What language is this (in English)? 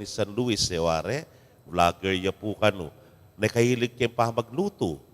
Pampanga